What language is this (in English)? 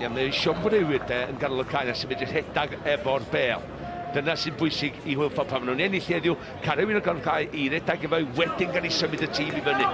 Welsh